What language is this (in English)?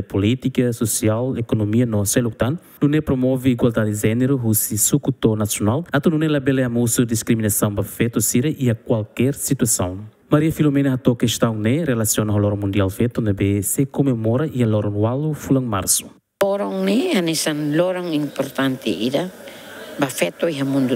Tetum